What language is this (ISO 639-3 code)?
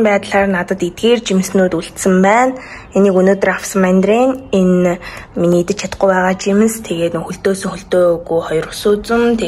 mon